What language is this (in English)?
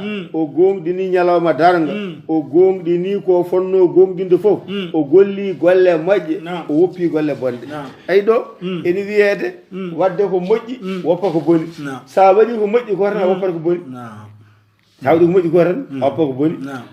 Fula